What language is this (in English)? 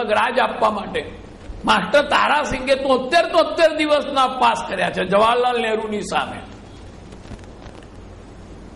Gujarati